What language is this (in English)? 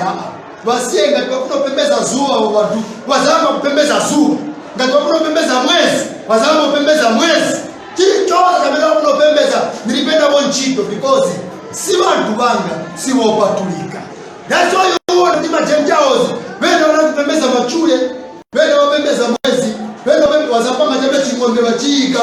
Nyanja